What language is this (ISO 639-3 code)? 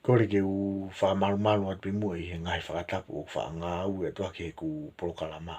ton